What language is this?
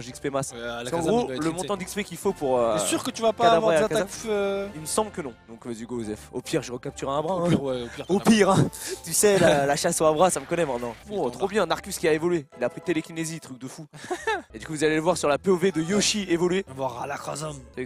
French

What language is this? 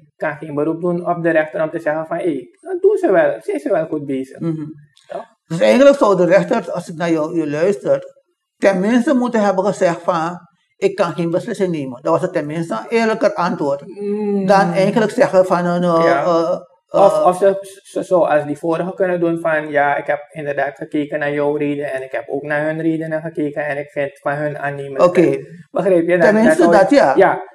Dutch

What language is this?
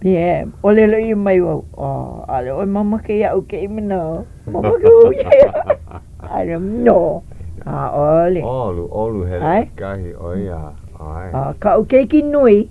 Hawaiian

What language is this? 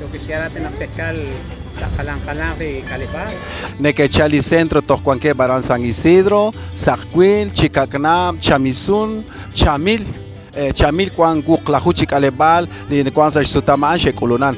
Kekchí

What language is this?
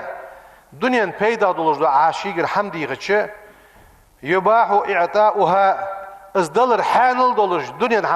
Ingush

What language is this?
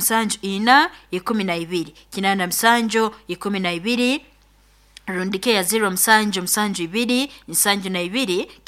Nyoro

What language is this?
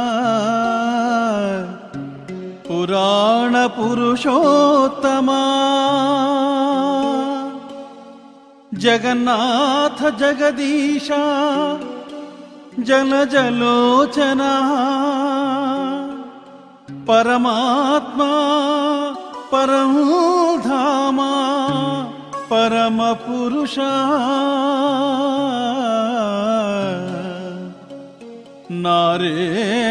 Telugu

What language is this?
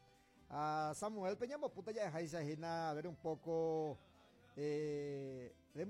Guarani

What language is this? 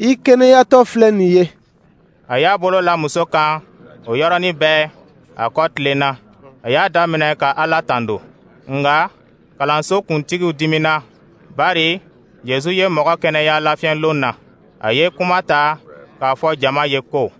Dyula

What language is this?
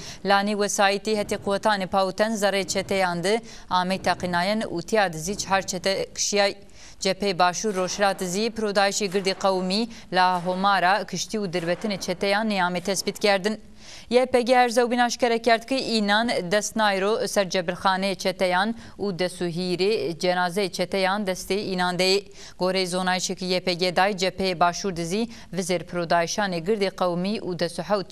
Zaza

